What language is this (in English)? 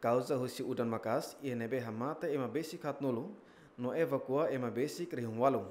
Tetum